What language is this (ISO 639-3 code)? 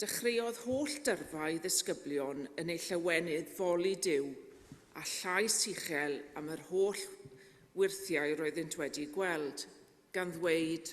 cym